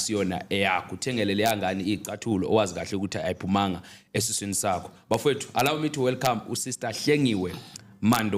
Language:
Zulu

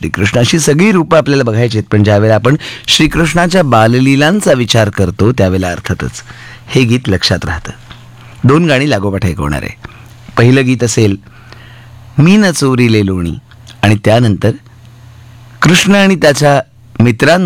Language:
Marathi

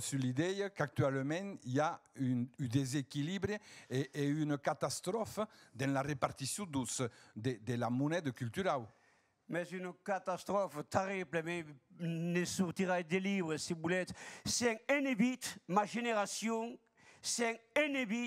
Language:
Occitan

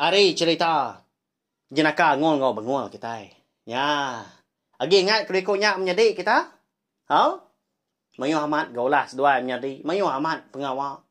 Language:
Iban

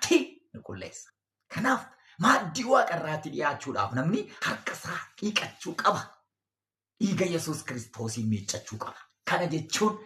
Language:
Oromo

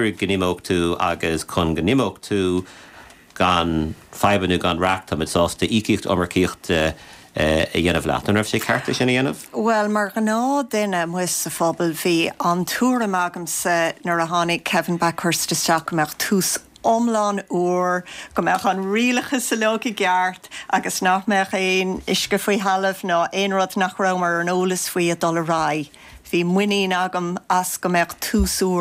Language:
Irish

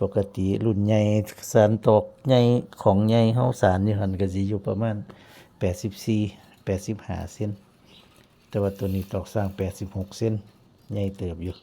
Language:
Northeastern Thai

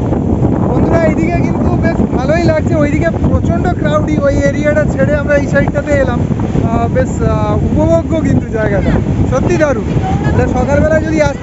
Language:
Bangla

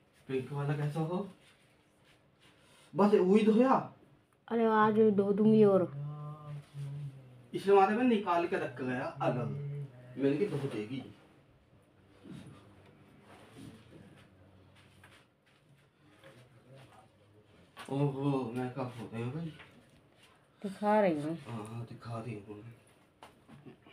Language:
Hindi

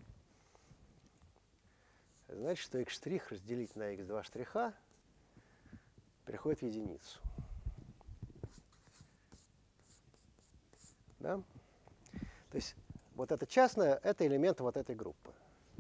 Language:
Russian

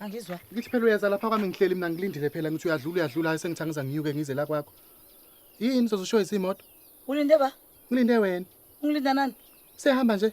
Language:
Zulu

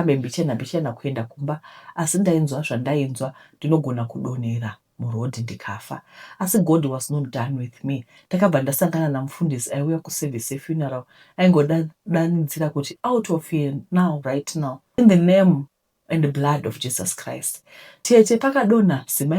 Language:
Shona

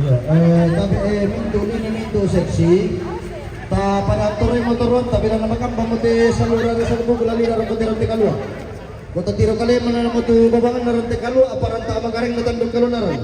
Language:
Toraja-Sa'dan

